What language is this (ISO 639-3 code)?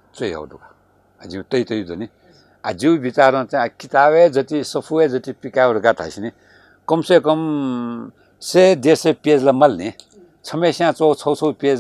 new